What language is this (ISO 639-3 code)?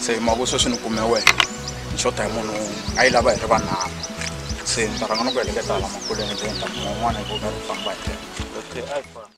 tso